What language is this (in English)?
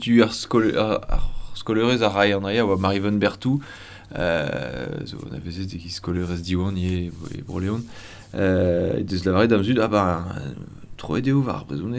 Breton